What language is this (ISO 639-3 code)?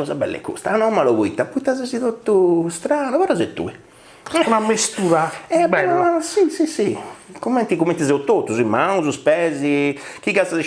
srd